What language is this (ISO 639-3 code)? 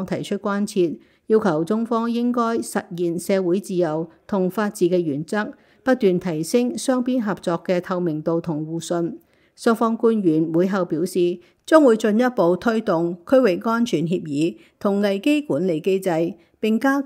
yue